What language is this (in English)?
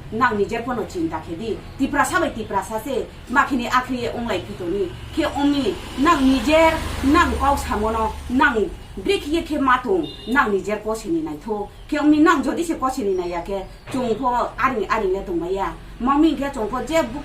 Riang (India)